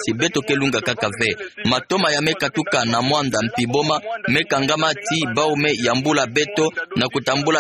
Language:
Kituba (Democratic Republic of Congo)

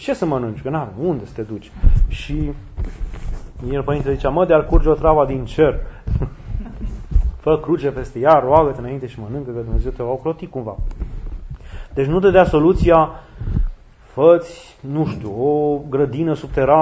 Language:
Romanian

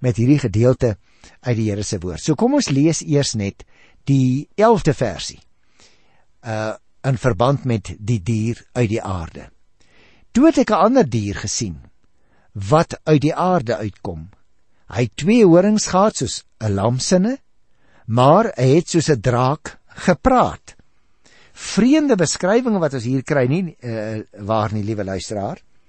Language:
Afrikaans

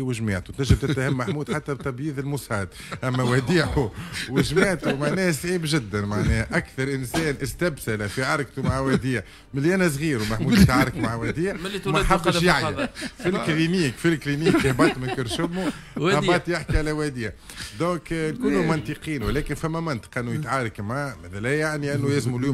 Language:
Tunisian Arabic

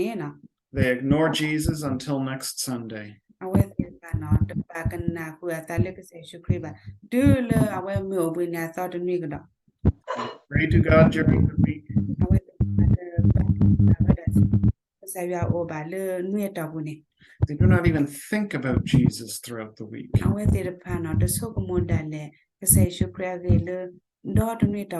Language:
S'gaw Karen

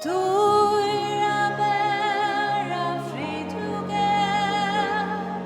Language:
Faroese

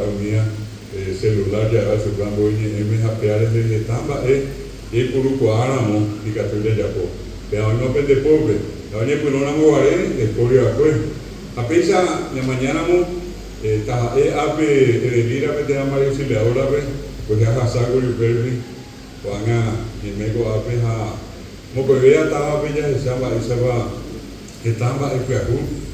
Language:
Guarani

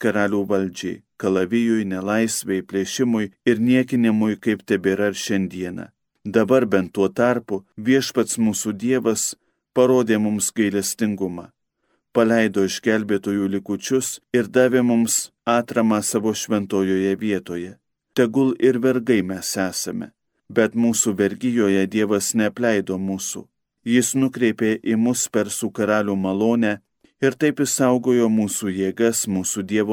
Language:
Lithuanian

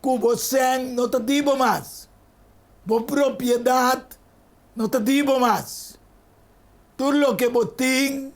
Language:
Papiamento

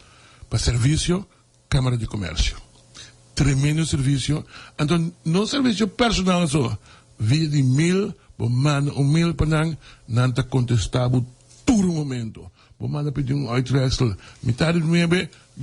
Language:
Papiamento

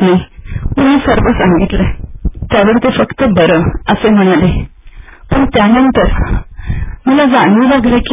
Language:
Marathi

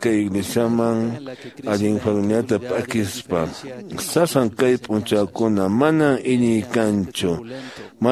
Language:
Quechua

